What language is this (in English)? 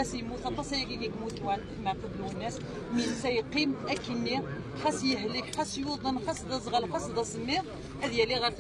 Kabyle